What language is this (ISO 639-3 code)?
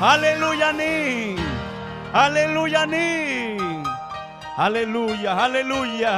quy